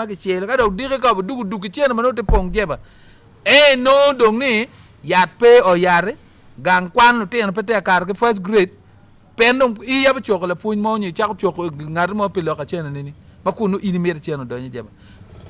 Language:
Acoli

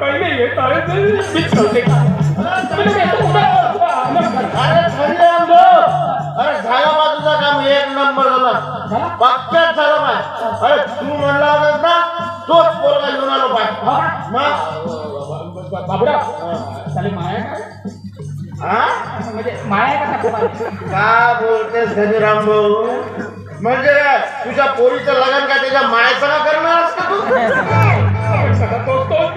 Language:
Marathi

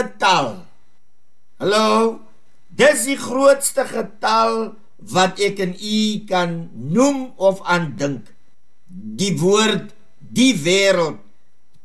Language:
Afrikaans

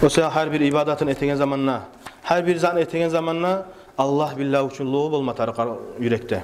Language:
Kumyk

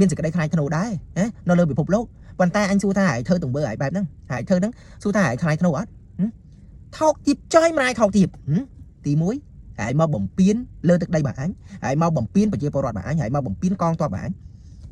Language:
Khmer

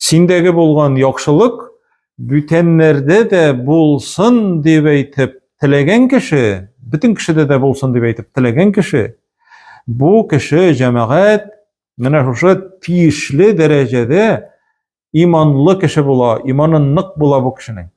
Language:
Tatar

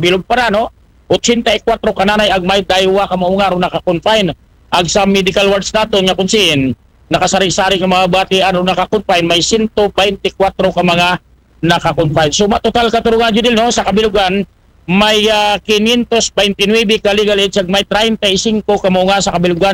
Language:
Aklanon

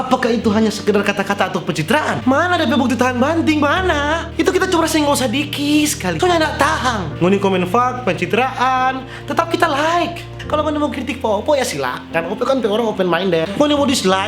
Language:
Manado Malay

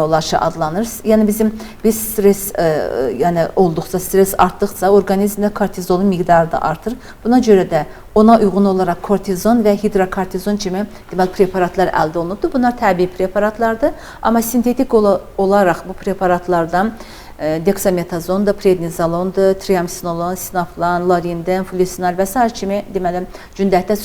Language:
Azerbaijani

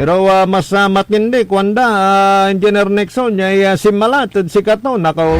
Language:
Pangasinan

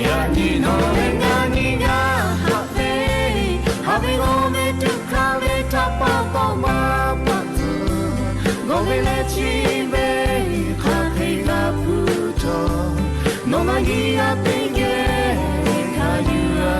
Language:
Lahu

